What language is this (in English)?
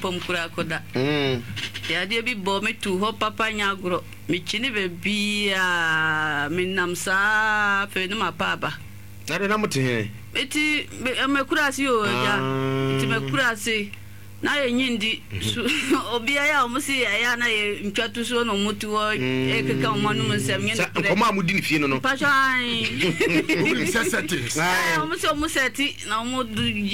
Akan